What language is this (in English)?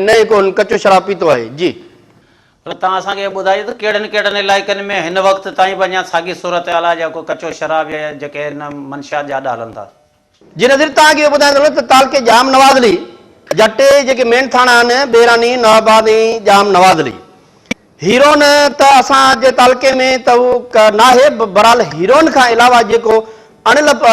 Sindhi